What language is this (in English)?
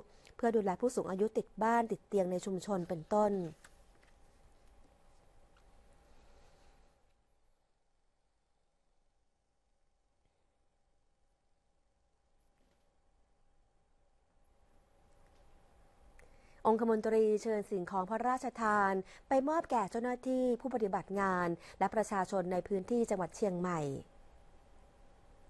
Thai